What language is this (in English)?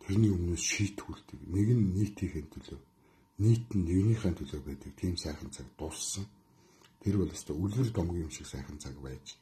Mongolian